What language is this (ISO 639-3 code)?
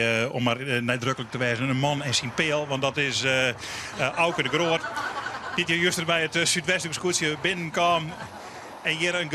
fry